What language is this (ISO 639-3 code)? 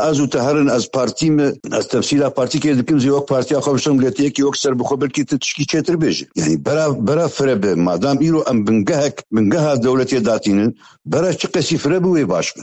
kur